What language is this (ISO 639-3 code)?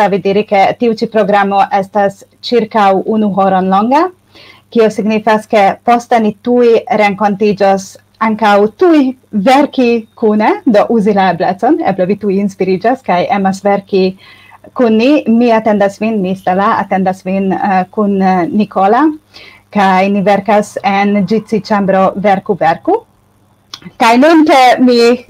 epo